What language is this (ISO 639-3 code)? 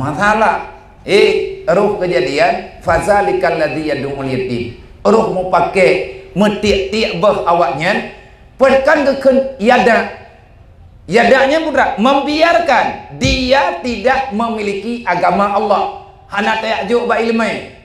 ace